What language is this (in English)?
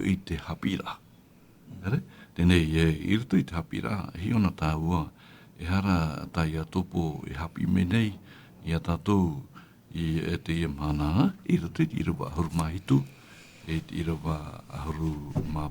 Tahitian